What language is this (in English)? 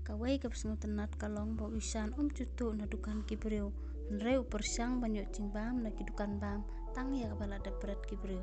Khasi